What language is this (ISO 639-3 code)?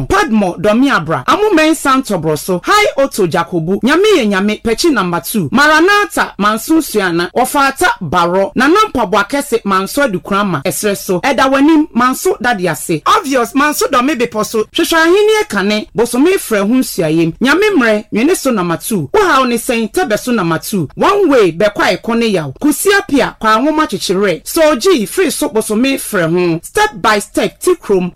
aka